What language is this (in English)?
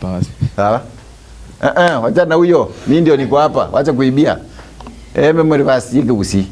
Gusii